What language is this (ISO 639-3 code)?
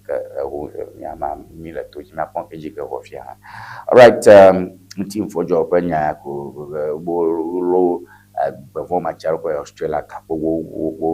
ewe